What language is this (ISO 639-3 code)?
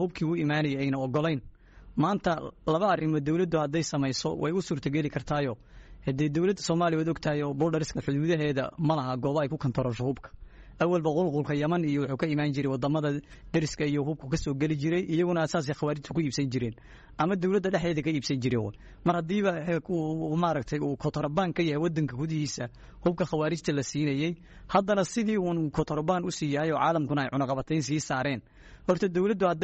som